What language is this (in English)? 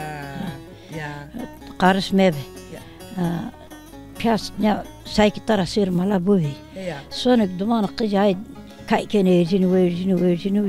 Zaza